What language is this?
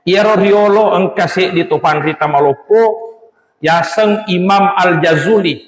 Buginese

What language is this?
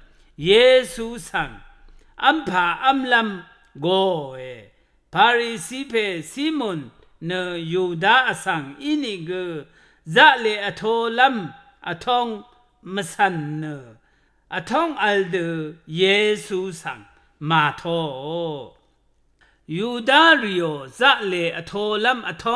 Rawang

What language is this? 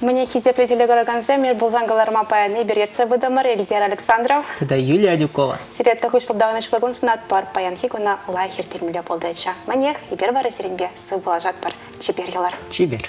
Chuvash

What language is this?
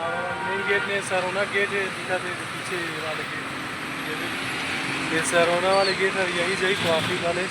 Chhattisgarhi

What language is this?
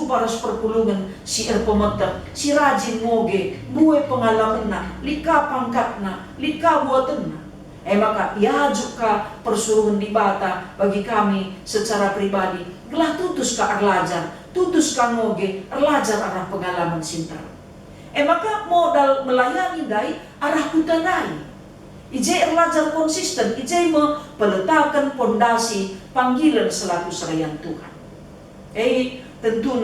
Batak Karo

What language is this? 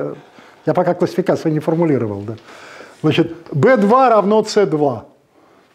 Russian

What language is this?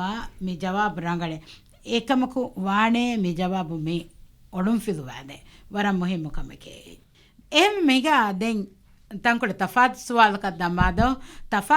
Divehi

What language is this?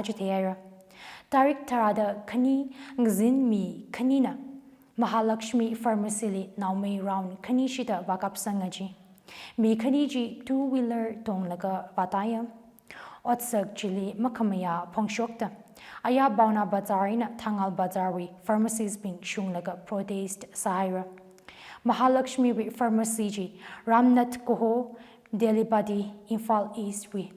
Tangkhul Naga (India)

